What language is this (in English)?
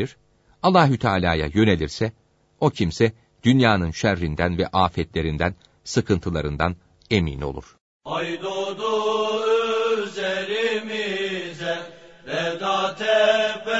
Turkish